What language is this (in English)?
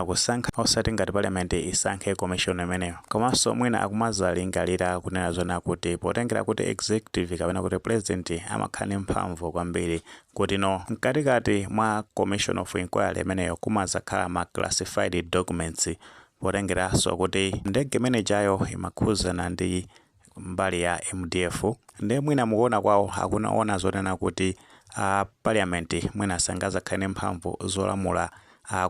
Nyanja